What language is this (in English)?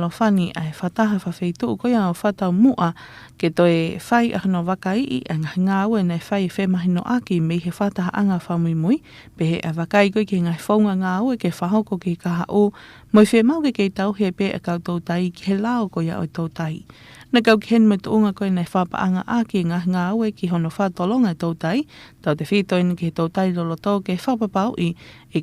Tongan